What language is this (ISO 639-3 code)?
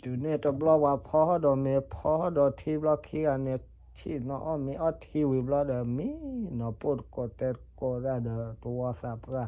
ksw